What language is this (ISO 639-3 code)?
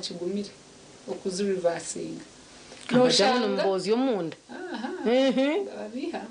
nyn